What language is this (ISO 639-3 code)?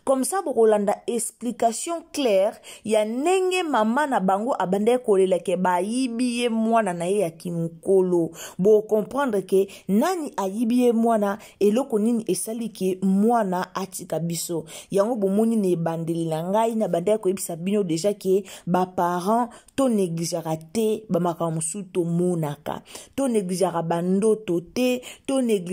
lin